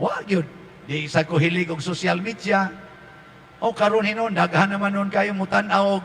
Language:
Cebuano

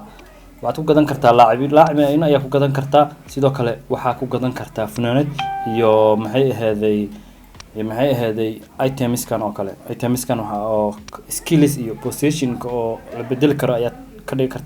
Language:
Somali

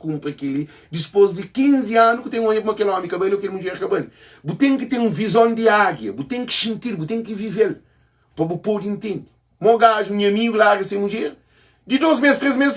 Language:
Kabuverdianu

